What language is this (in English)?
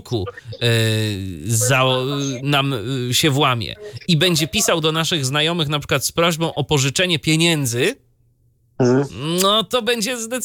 Polish